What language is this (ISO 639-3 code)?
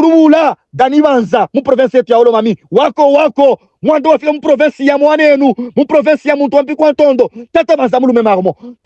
lub